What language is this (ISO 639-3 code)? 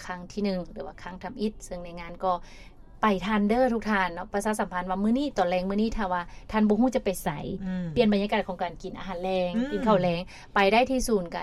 lao